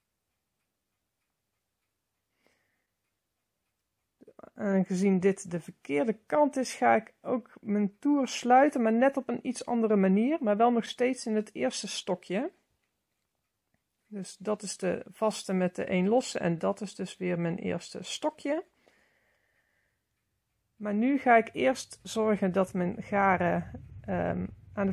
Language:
Dutch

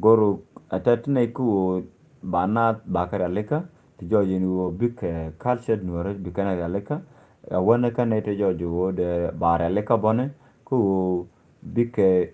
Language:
Nuer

